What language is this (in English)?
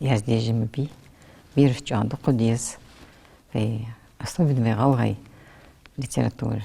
Ingush